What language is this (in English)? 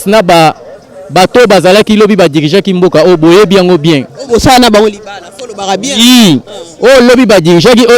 Lingala